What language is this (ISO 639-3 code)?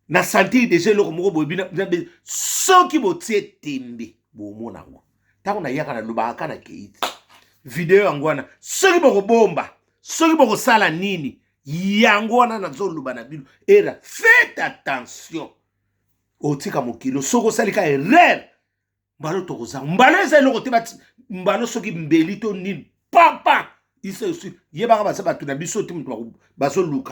lin